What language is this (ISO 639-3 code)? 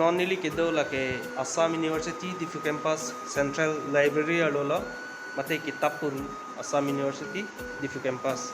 mjw